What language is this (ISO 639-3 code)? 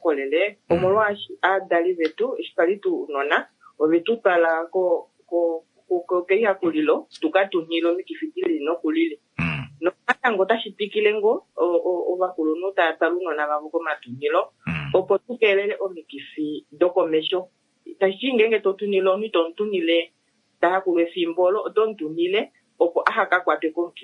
kua